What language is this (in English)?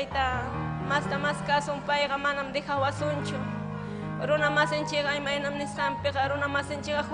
Ayacucho Quechua